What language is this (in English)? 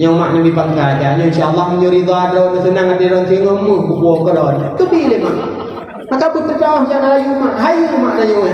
Achinese